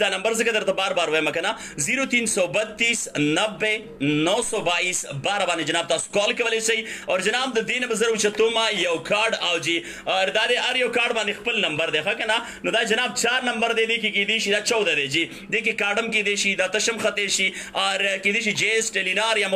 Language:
Pashto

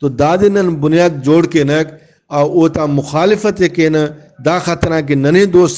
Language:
Brahui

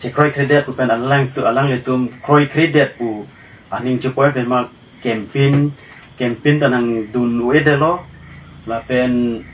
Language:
Karbi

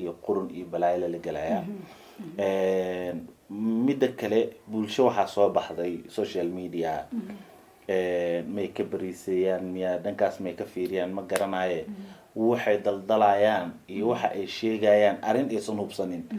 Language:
Somali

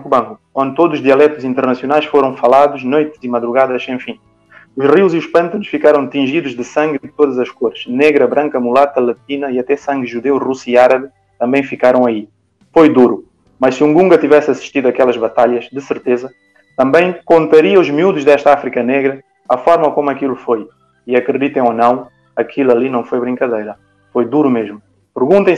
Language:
Portuguese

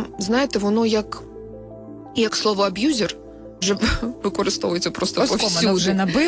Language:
Ukrainian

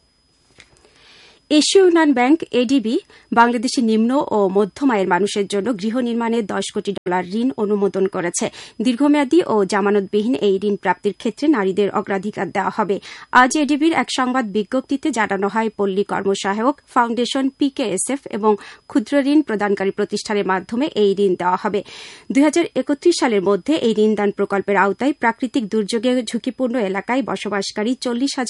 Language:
Bangla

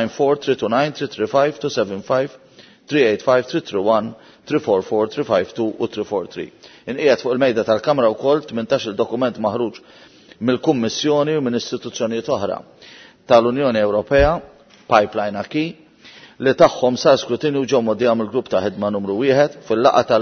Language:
Maltese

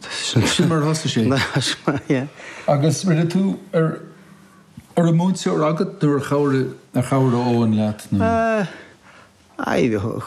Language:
Irish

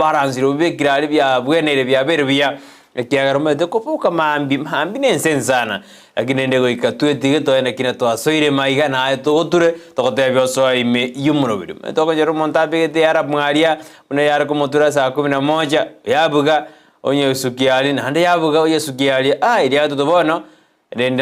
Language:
Gusii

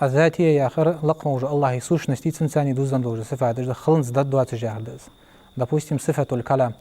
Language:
Ingush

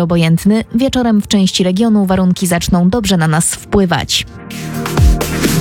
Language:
Polish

